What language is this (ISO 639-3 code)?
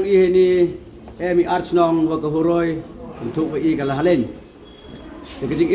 pbv